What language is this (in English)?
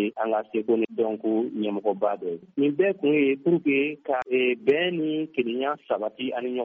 Bambara